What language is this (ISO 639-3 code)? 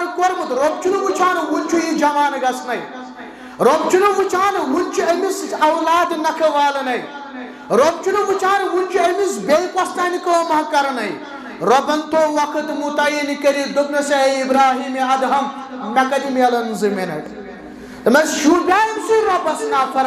kas